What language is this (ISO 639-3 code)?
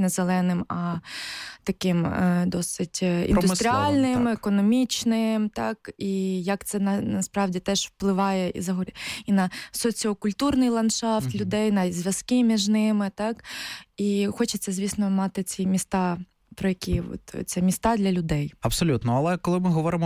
ukr